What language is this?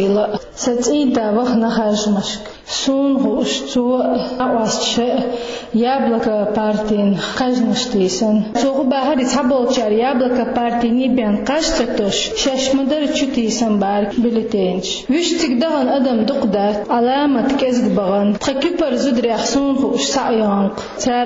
Chechen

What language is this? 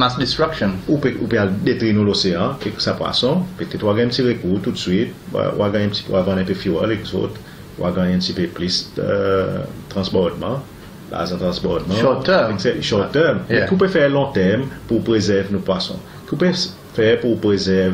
Seselwa Creole French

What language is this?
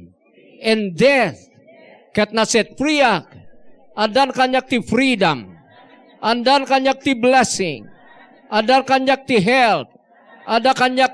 Iloko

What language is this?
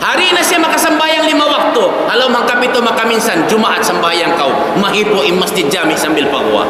Tausug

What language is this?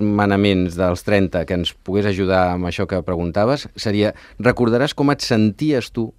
Catalan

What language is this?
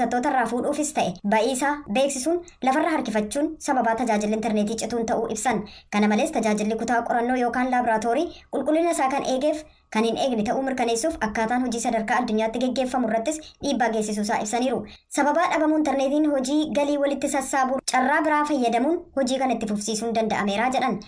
Oromo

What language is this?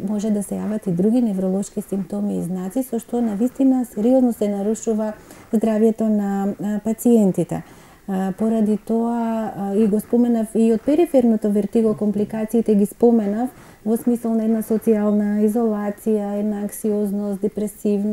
Macedonian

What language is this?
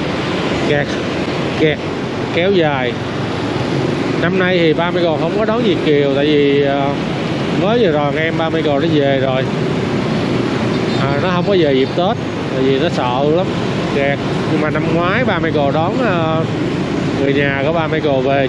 Vietnamese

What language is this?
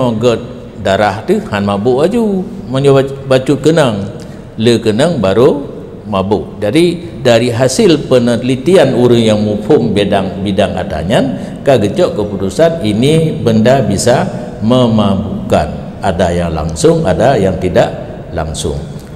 Achinese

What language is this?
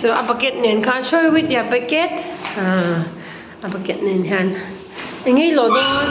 Mizo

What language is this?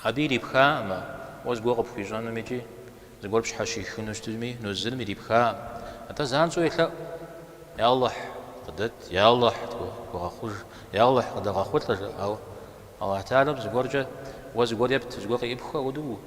Kabardian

